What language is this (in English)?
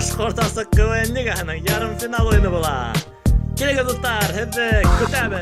Bashkir